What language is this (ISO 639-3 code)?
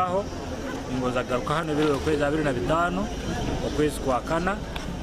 nyn